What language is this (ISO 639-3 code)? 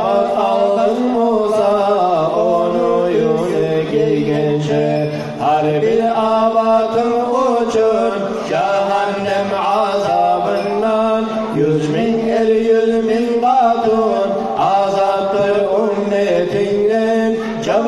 kum